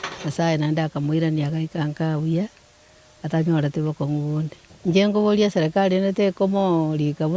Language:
Gusii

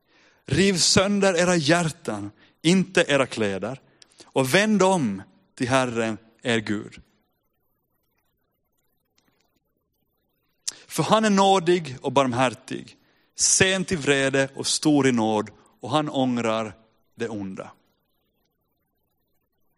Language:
Swedish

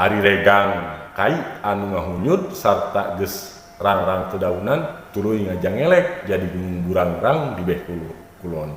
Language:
Sundanese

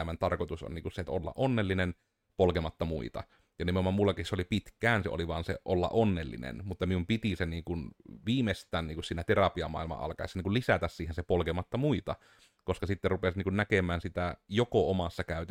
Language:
Finnish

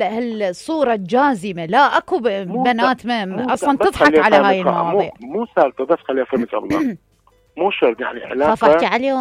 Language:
Mesopotamian Arabic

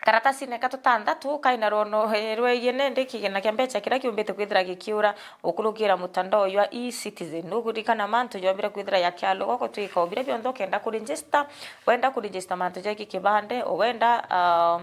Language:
Meru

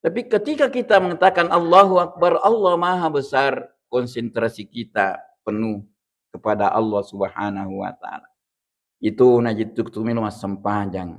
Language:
Buginese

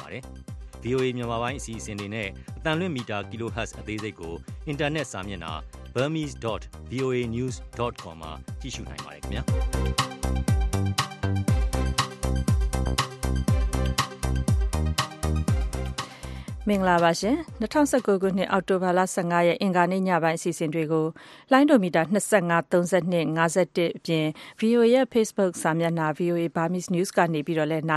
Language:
Burmese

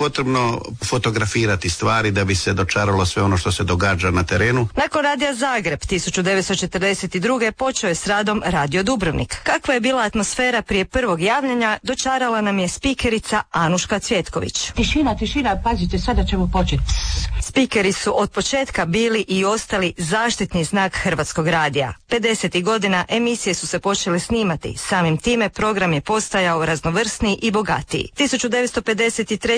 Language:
Croatian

